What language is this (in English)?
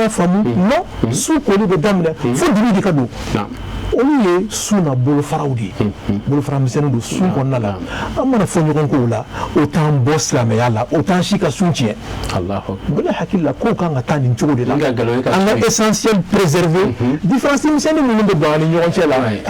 Bambara